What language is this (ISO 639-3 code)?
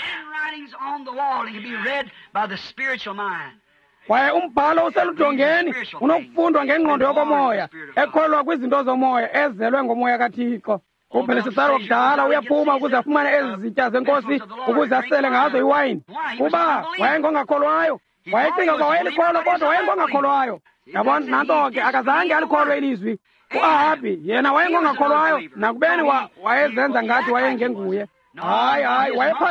xho